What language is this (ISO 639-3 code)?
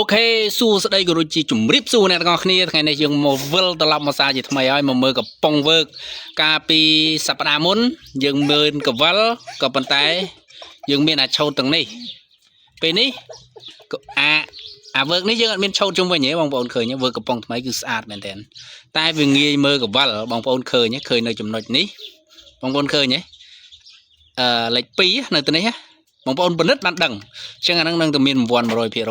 khm